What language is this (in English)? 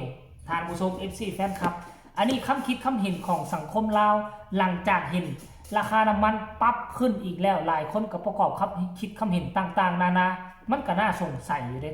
Northeastern Thai